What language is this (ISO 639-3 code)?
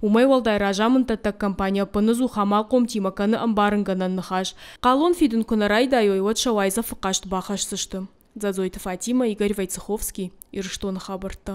oss